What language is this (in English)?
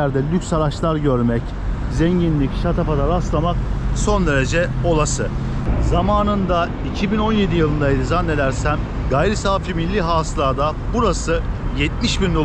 Turkish